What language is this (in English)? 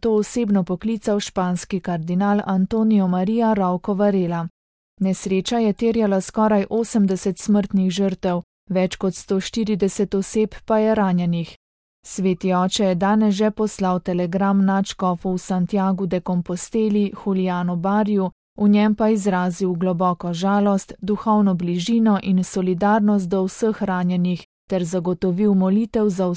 Slovenian